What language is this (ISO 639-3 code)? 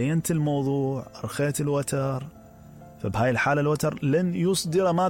acm